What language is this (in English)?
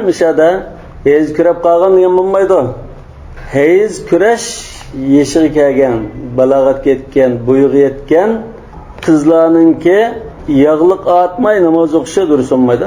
Uyghur